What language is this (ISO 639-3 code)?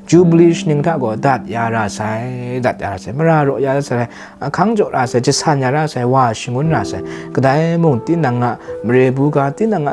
kac